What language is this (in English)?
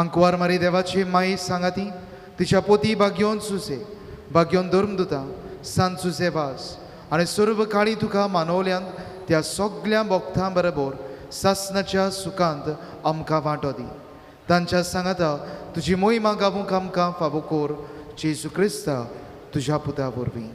Konkani